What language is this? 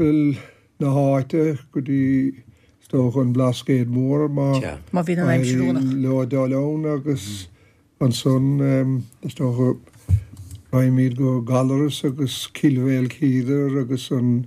Irish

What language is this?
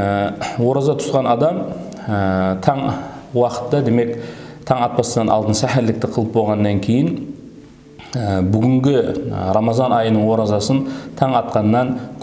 Kara-Kalpak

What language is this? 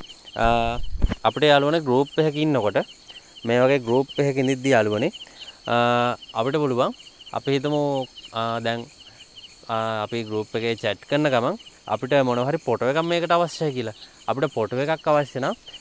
Sinhala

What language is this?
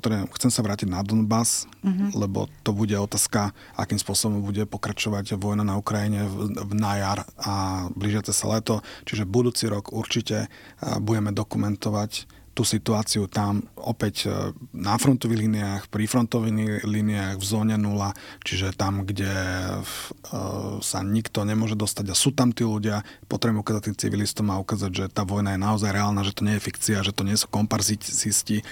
Slovak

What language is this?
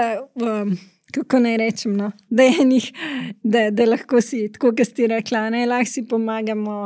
Slovenian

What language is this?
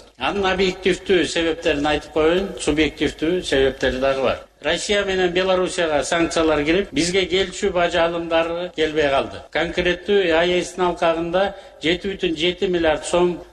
Kyrgyz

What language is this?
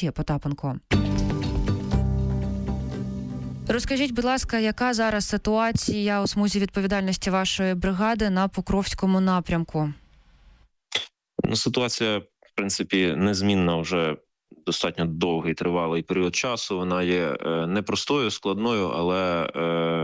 Ukrainian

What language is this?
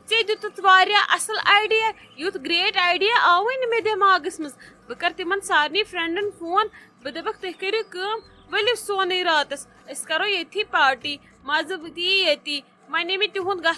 Kashmiri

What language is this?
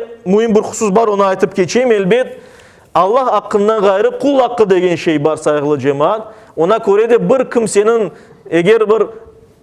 Crimean Tatar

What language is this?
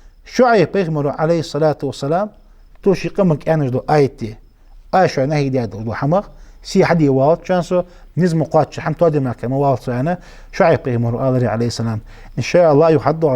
Ingush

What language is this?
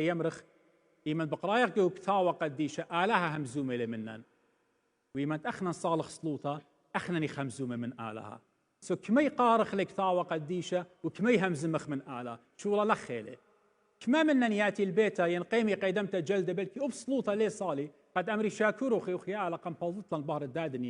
Assyrian Neo-Aramaic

